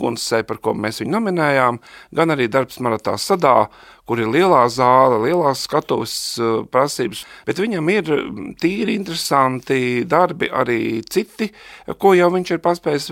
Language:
Latvian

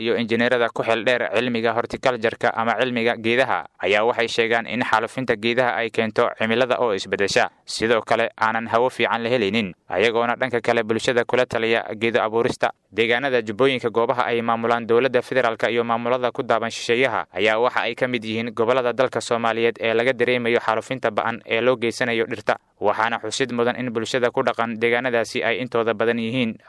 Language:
Somali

